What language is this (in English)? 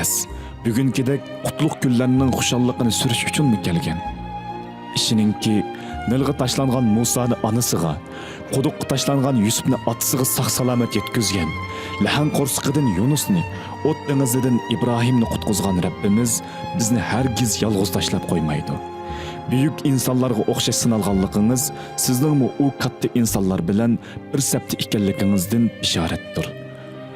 Uyghur